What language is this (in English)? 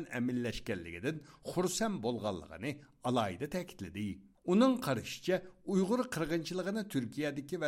Uyghur